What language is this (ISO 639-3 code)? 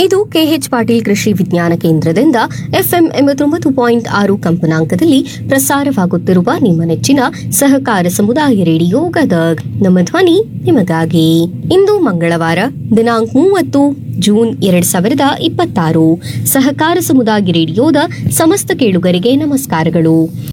kan